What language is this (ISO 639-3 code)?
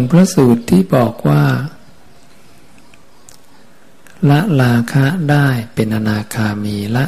tha